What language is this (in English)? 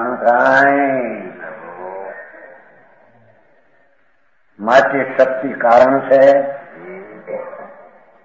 Gujarati